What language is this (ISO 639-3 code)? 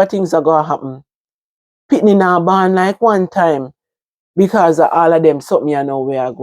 jam